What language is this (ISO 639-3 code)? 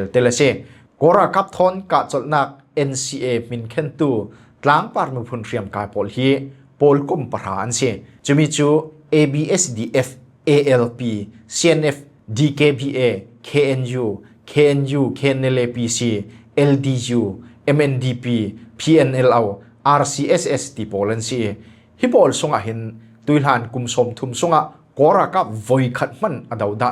cfm